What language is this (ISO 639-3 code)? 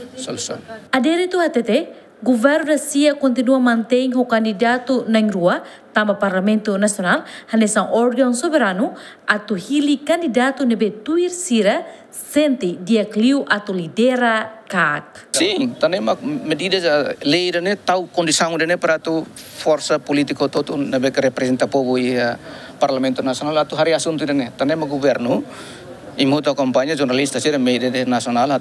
tet